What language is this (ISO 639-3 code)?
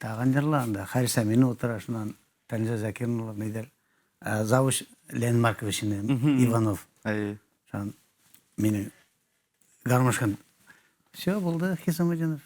bak